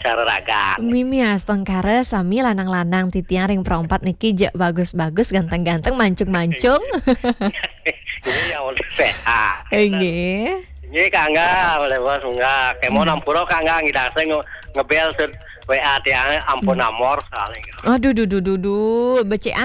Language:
Balinese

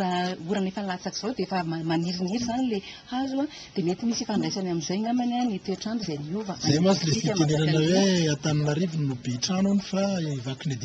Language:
Malagasy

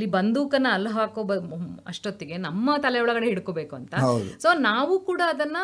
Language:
Kannada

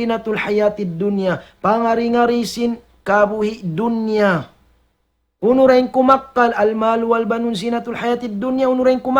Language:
Tausug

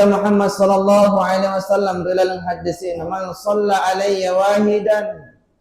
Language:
Buginese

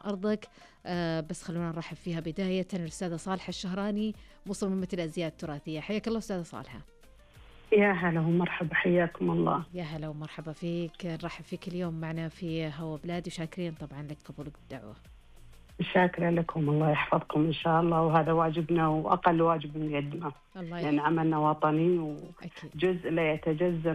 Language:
Najdi Arabic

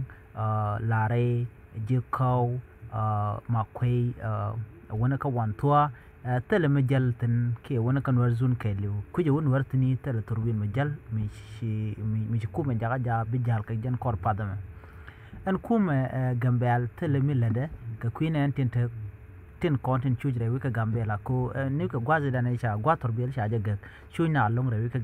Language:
Nuer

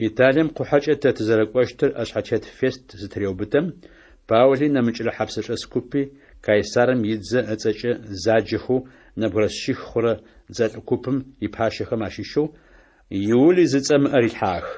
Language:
Adyghe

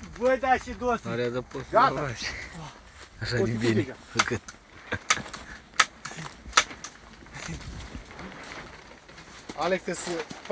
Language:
Romanian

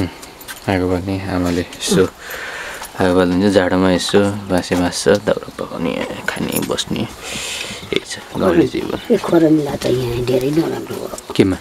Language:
Nepali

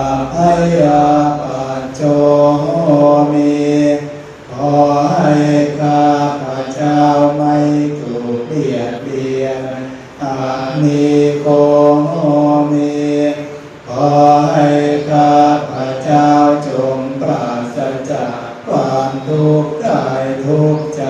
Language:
Pali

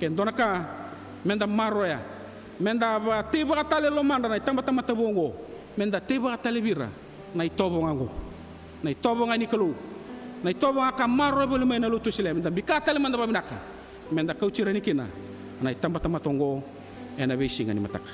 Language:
Fijian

